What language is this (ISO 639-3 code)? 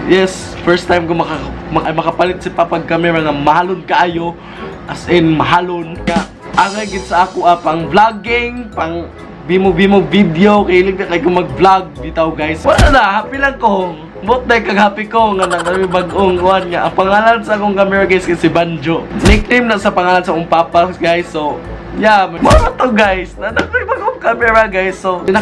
ceb